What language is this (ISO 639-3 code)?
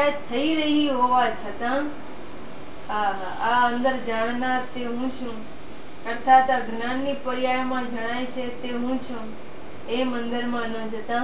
guj